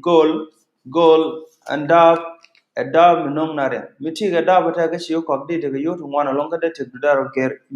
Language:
Nuer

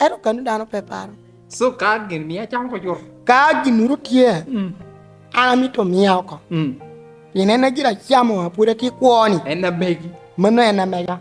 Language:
Lango (Uganda)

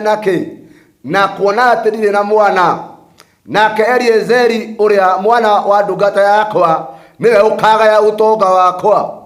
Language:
Kikuyu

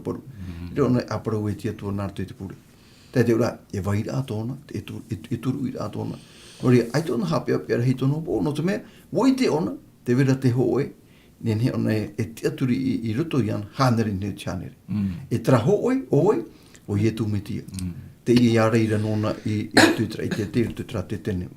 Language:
Tahitian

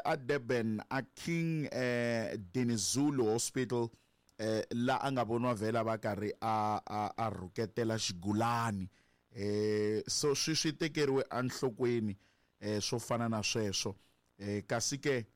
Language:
Tsonga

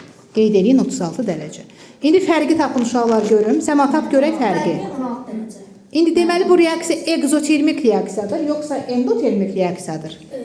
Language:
Azerbaijani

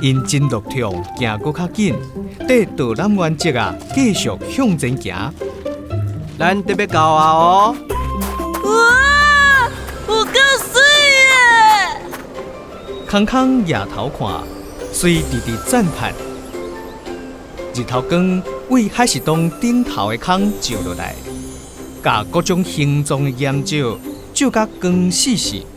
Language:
Min Nan Chinese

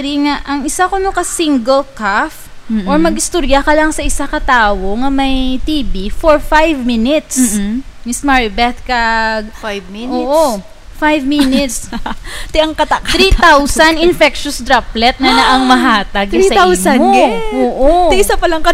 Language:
Hiligaynon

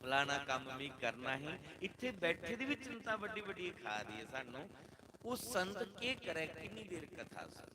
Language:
Dogri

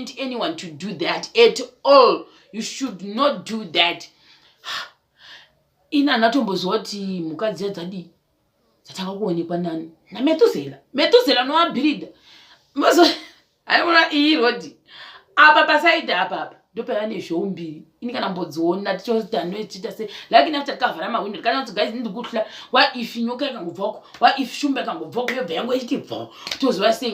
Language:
Shona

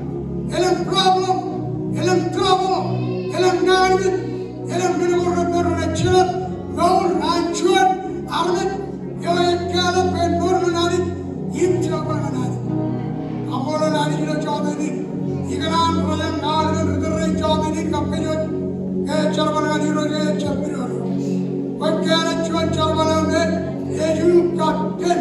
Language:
Marshallese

